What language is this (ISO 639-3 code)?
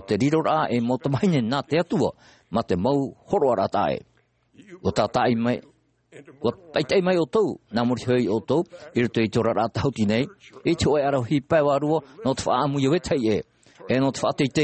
tah